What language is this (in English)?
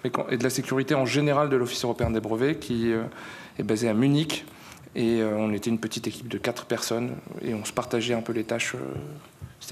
French